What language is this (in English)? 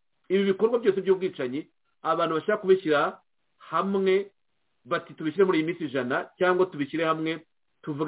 Kinyarwanda